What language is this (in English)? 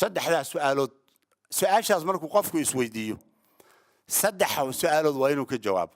Somali